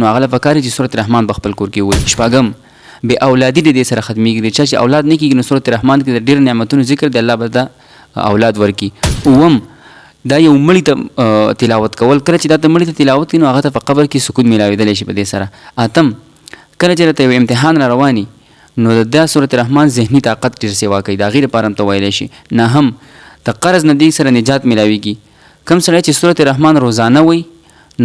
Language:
Pashto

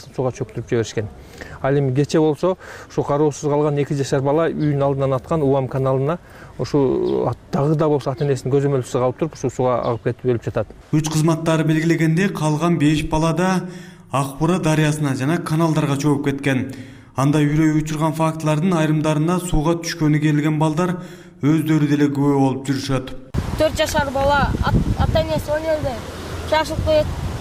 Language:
Kyrgyz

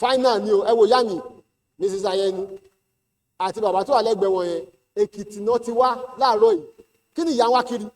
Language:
Yoruba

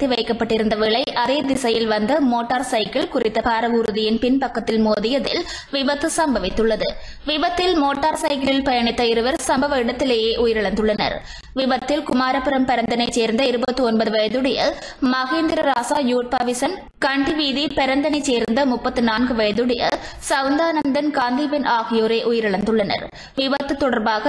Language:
Tamil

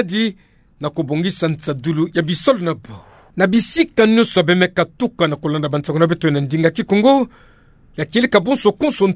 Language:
Kituba (Democratic Republic of Congo)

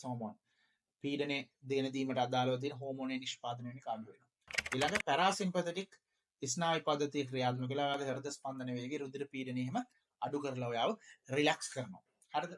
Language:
Sinhala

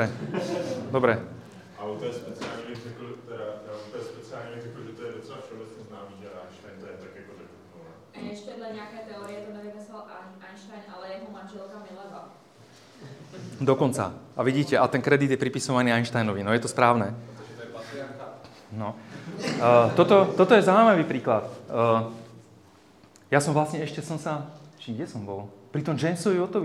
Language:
Slovak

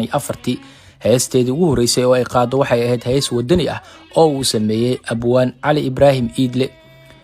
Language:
Somali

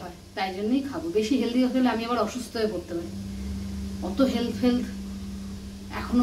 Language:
Bangla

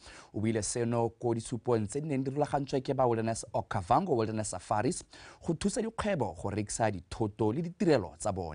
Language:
Tswana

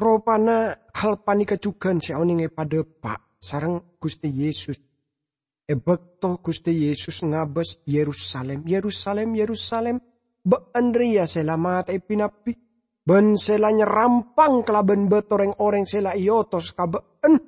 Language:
Madurese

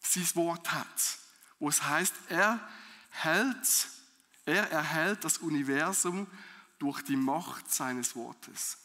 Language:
Swiss German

